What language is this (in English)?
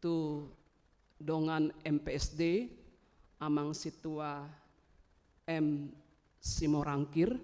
Batak Toba